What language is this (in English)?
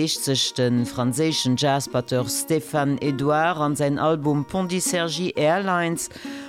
Luxembourgish